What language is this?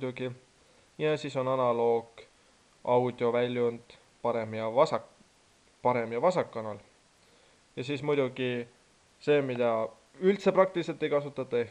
Estonian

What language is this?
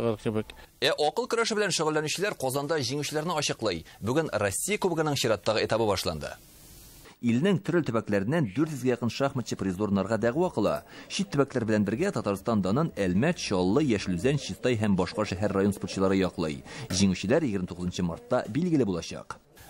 Tatar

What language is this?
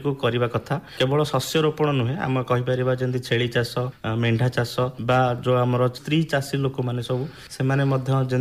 Odia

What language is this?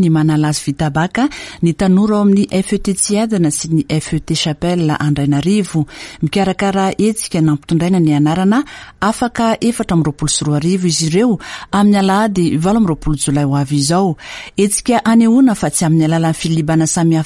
Malagasy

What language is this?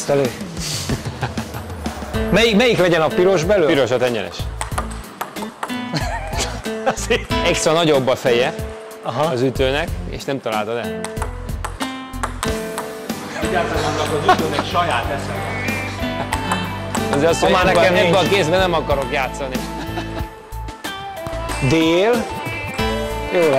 Hungarian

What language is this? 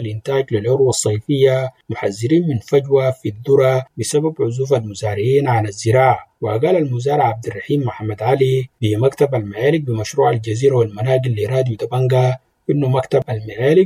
Sudanese Arabic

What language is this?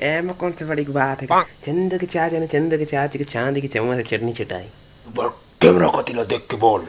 Chhattisgarhi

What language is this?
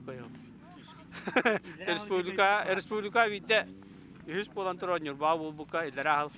Yakut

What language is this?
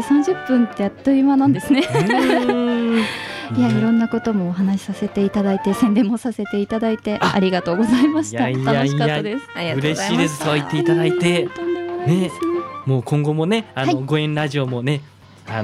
Japanese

